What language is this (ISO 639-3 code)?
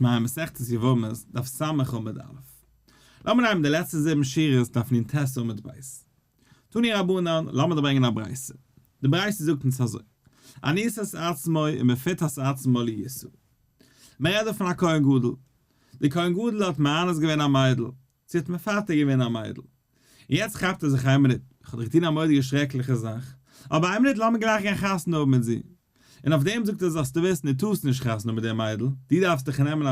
yid